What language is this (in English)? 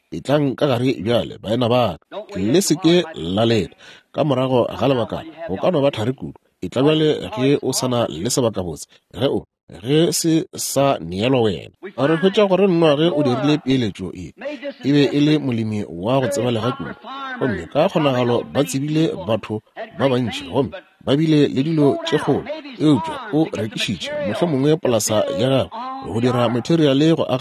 Northern Sotho